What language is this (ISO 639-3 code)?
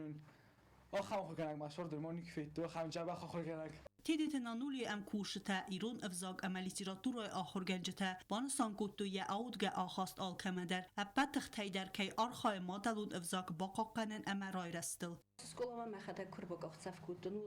oss